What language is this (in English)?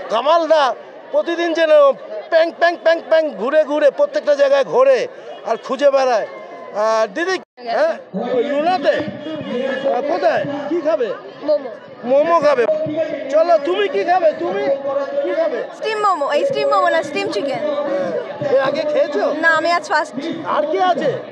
Bangla